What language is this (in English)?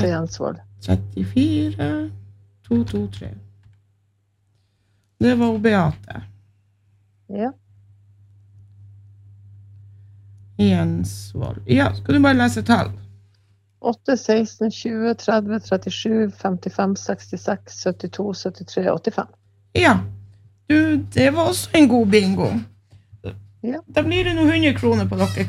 Norwegian